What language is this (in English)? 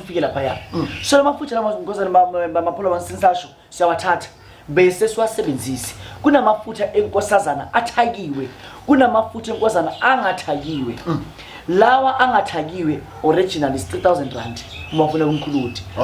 Zulu